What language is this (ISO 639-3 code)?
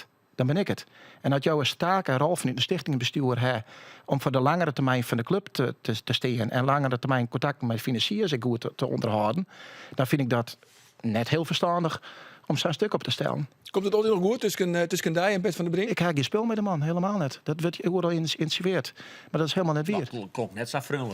fry